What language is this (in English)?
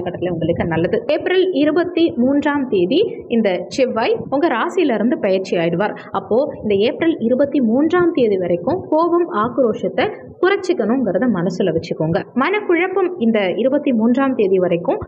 Tamil